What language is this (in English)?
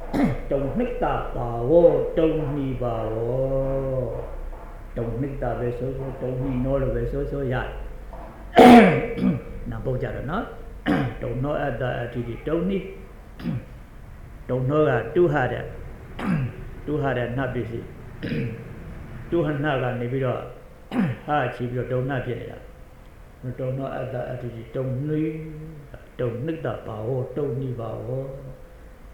Burmese